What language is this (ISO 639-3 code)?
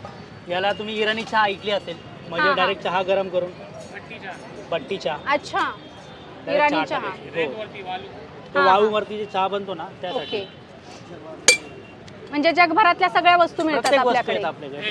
mar